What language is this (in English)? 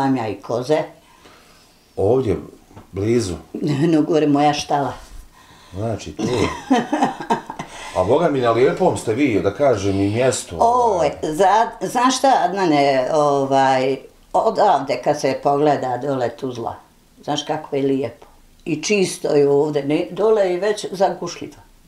Bosnian